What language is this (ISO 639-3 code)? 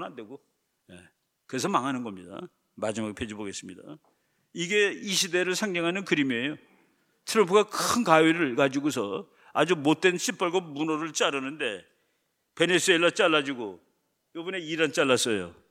kor